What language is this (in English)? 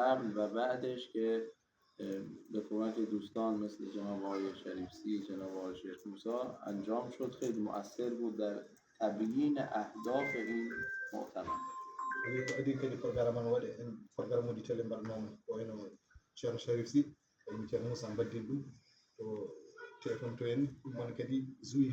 Fula